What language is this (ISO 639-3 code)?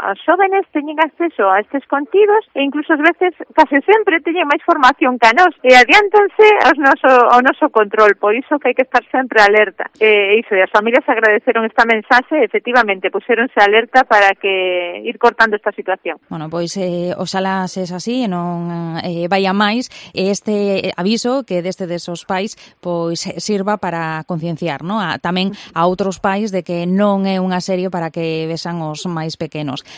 glg